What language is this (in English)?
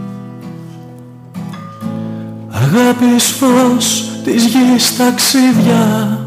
Greek